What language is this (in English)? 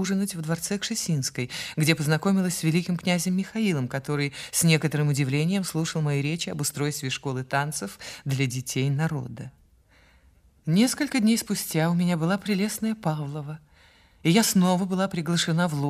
Russian